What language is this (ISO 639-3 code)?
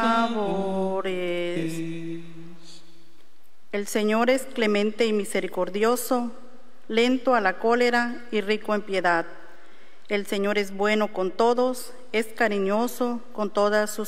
spa